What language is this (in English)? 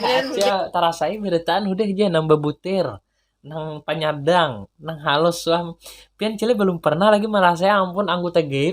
Banjar